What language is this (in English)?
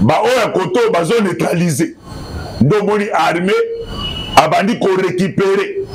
Lingala